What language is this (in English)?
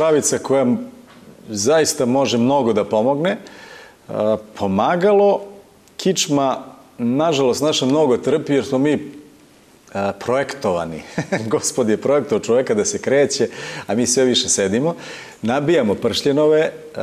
Serbian